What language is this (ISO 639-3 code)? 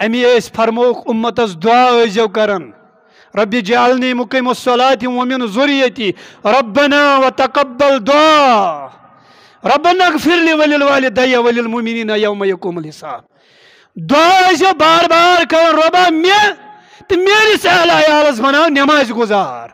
kas